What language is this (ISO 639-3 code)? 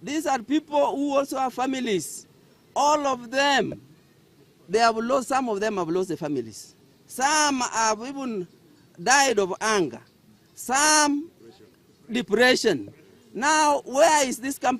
guz